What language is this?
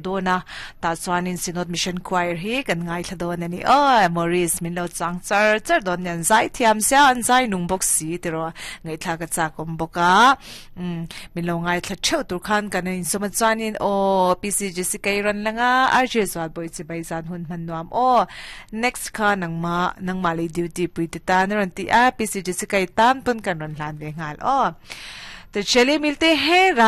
Mizo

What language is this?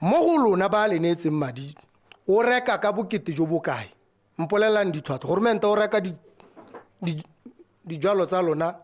Tswana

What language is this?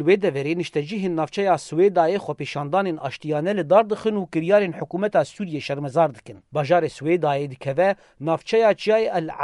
Kurdish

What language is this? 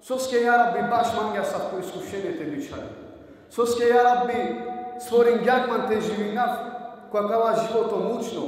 Balkan Romani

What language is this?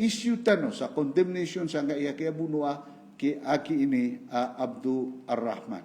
Maranao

